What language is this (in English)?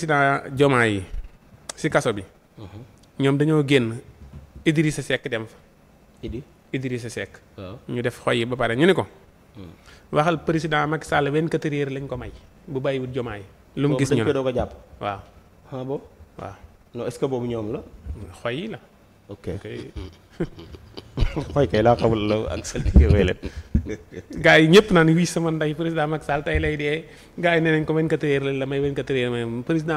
Wolof